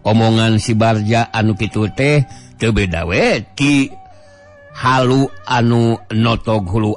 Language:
Sundanese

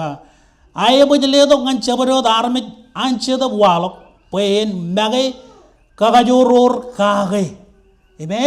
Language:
Marshallese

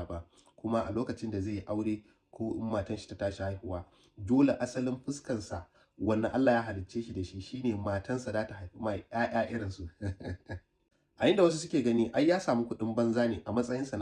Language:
Hausa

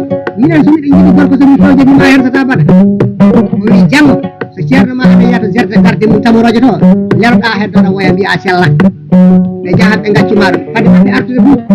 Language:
Fula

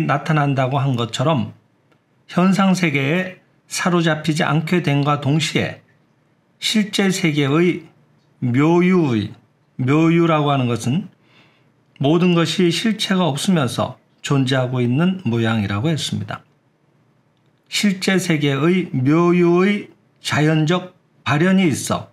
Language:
Korean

